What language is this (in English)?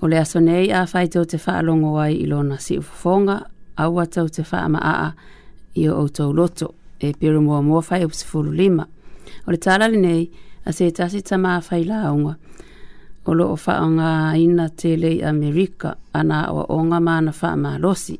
Samoan